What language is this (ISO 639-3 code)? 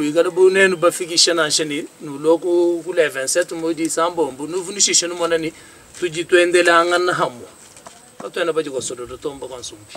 lua